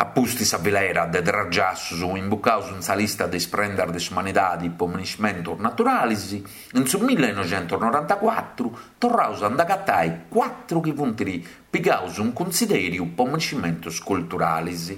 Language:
Sardinian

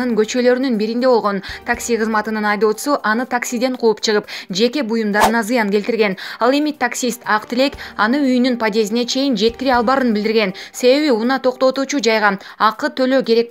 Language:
Kyrgyz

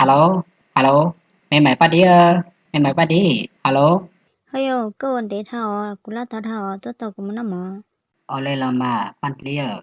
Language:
Hmong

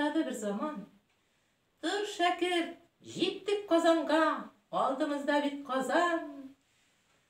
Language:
Tatar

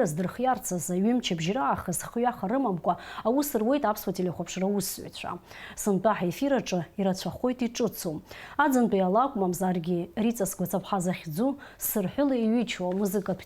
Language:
Abkhazian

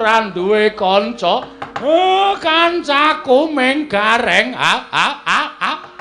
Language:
Javanese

